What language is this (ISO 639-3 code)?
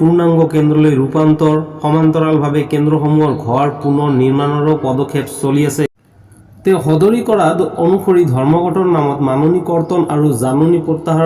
asm